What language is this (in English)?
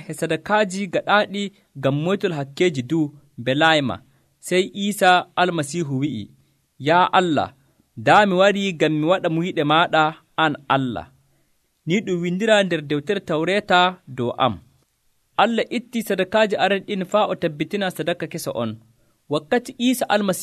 Nigerian Fulfulde